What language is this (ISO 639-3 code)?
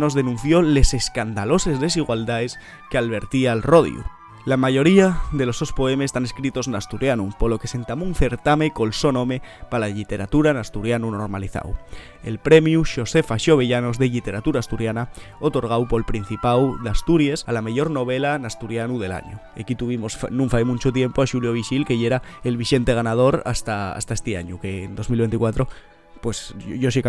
ast